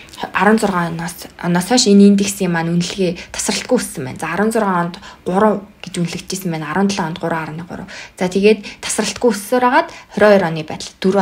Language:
Mongolian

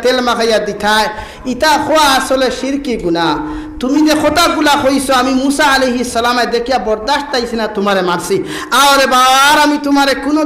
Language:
Sylheti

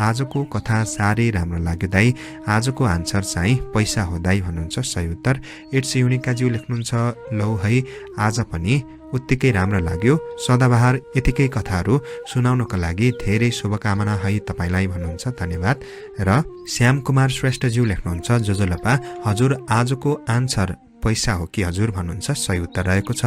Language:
Nepali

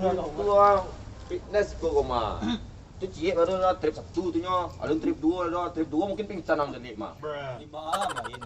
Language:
Minangkabau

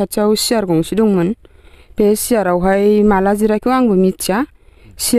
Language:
Bodo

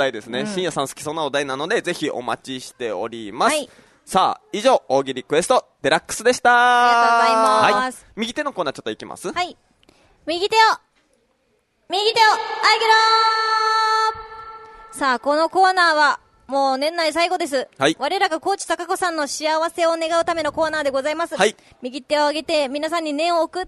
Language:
Japanese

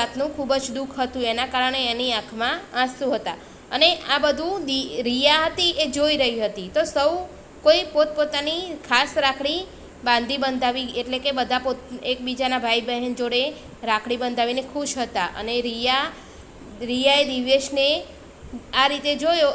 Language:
Gujarati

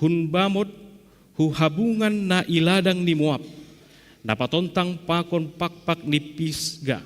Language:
Batak Simalungun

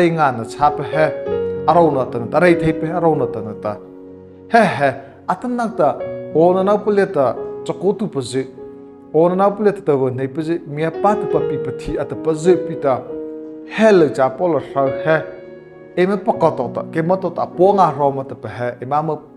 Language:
Mara Chin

